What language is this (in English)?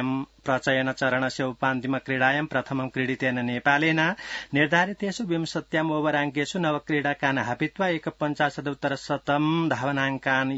Sanskrit